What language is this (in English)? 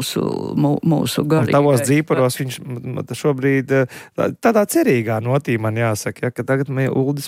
Latvian